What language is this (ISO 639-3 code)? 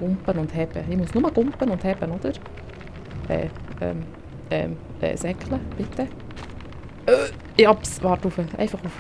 gsw